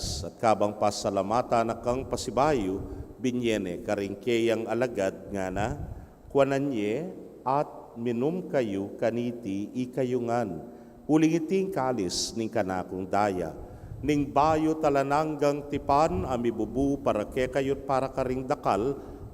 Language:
Pampanga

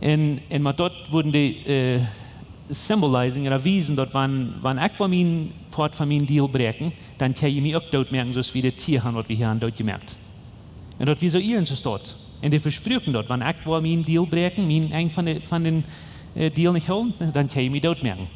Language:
Plautdietsch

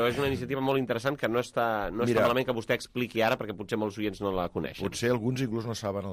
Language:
Catalan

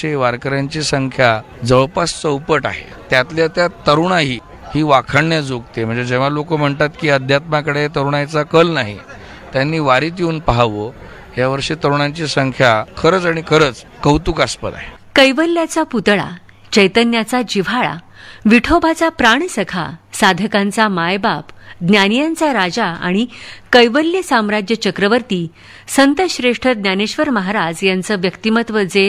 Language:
Marathi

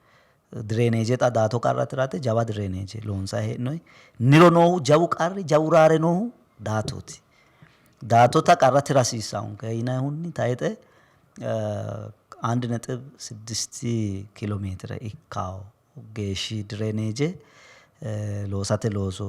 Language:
Sidamo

